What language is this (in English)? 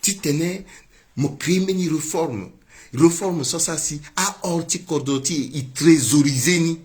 Sango